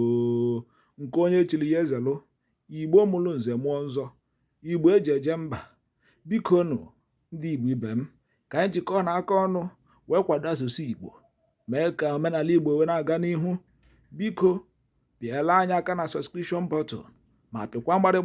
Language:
Igbo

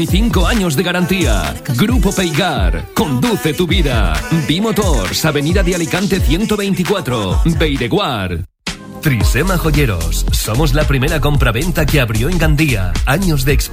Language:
Spanish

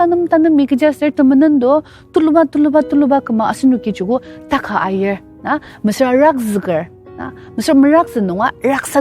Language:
Ao Naga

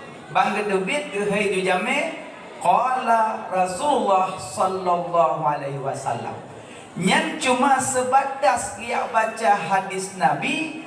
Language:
Achinese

